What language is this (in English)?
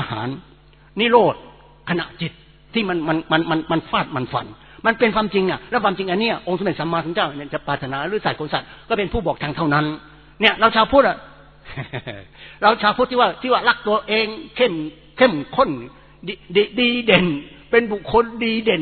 Thai